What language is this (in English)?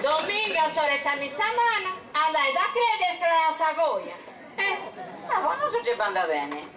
Sardinian